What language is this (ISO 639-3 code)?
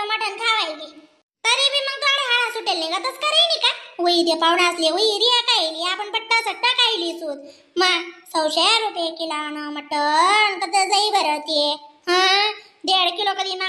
khn